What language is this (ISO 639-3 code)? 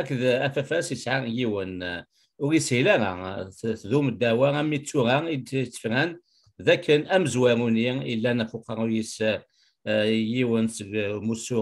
kab